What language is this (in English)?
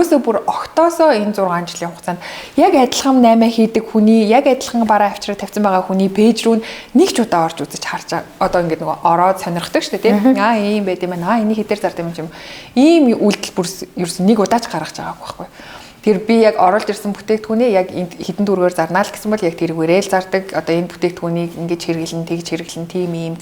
Mongolian